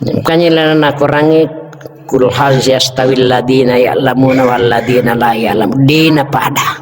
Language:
Buginese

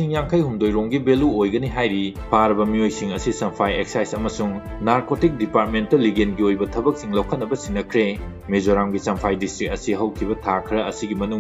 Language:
Manipuri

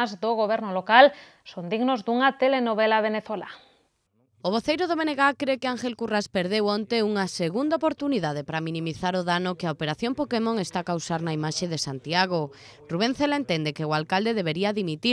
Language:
Galician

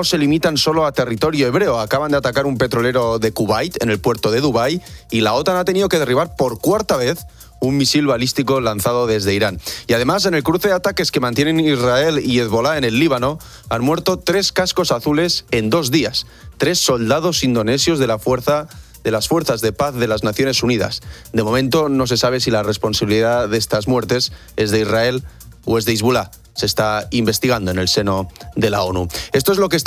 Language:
Spanish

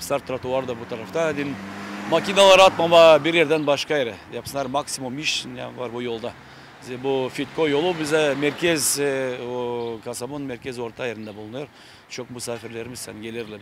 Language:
Gagauz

